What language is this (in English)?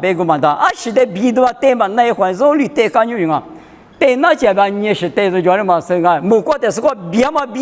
Lisu